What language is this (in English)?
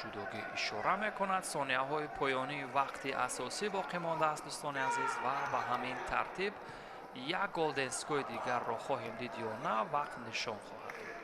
Tajik